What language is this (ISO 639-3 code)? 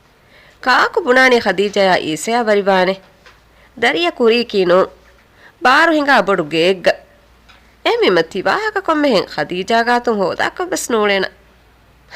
div